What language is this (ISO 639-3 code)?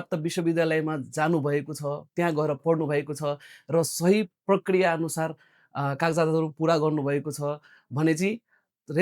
nep